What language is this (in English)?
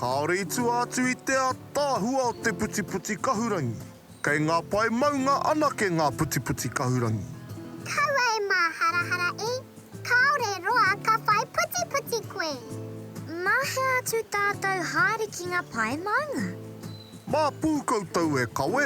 Māori